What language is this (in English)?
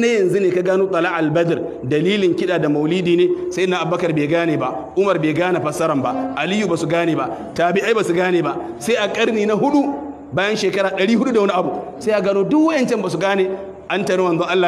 Hausa